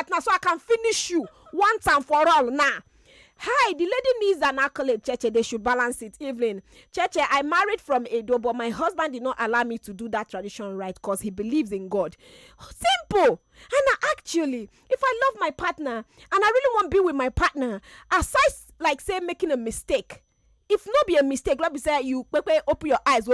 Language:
Nigerian Pidgin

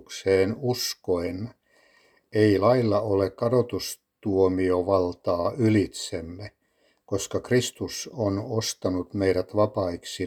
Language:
Finnish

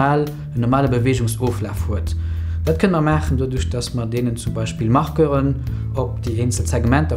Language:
Luxembourgish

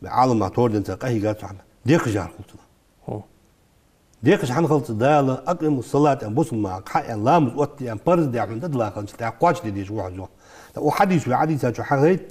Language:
Ingush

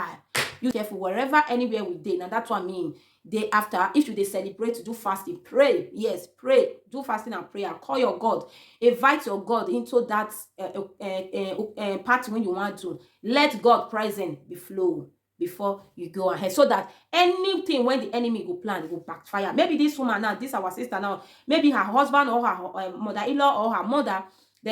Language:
Nigerian Pidgin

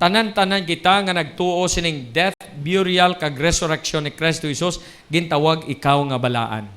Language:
Hiligaynon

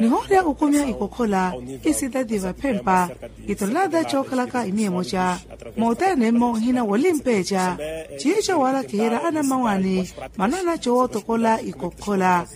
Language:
Makhuwa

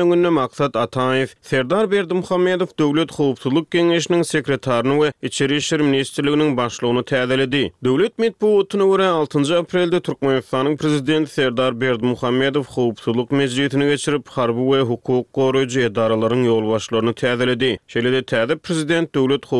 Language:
Turkmen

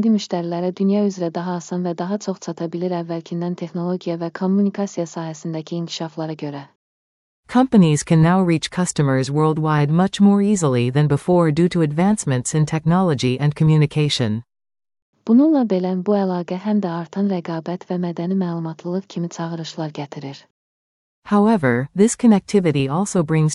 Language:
Azerbaijani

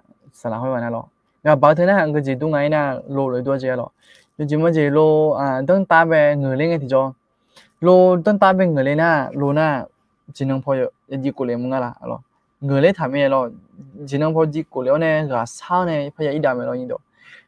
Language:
Akha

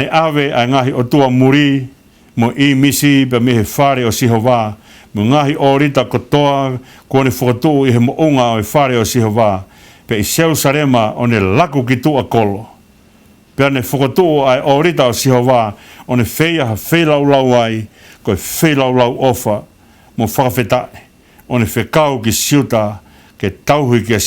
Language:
Tongan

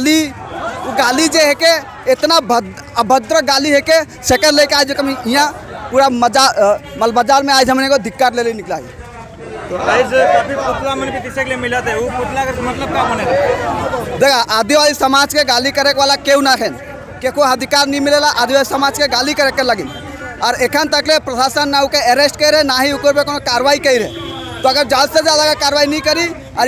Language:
Sadri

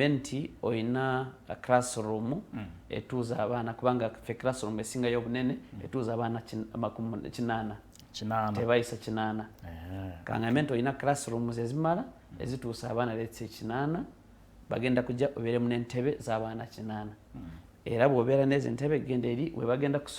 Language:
Ganda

